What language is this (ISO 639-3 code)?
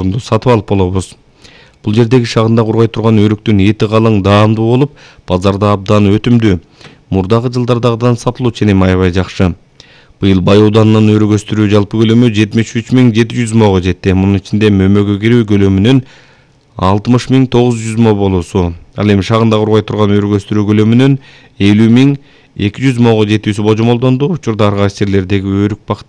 kir